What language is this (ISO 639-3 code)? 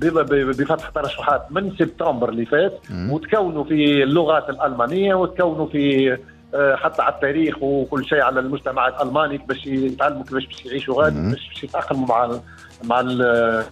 aeb